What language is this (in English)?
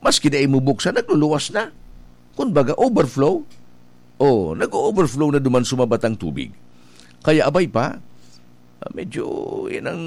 Bikol